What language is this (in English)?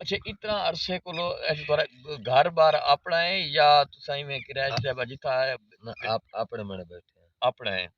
Saraiki